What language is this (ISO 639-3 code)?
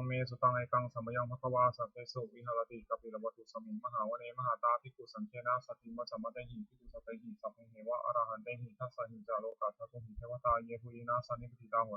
pli